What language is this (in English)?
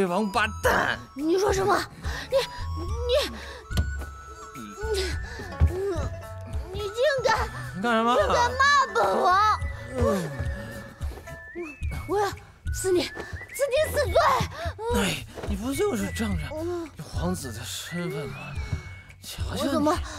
Chinese